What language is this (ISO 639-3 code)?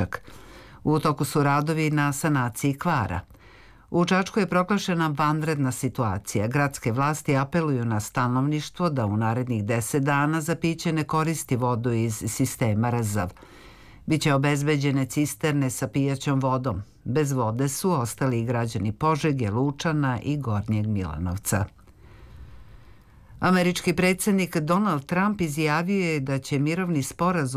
srp